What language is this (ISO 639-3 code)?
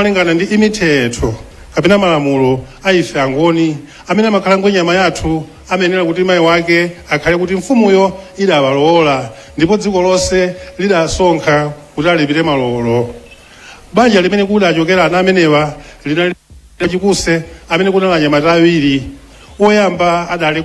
nya